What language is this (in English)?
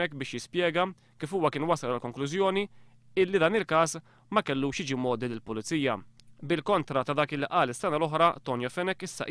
Maltese